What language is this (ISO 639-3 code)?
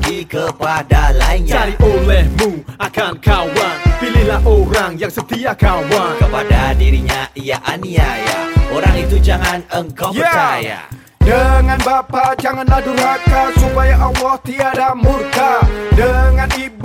msa